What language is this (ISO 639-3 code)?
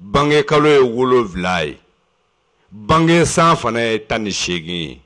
bam